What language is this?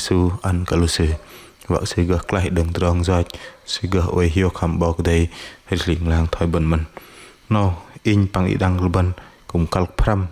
Bahnar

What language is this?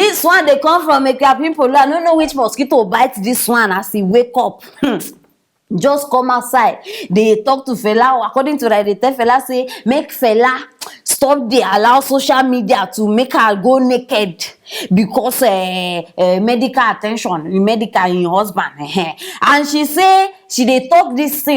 Nigerian Pidgin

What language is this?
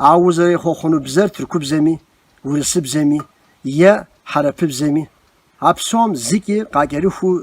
Kabardian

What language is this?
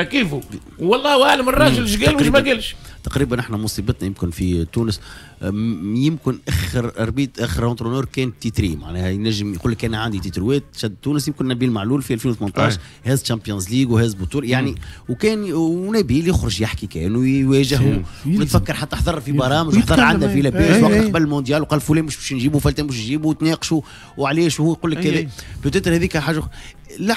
Tunisian Arabic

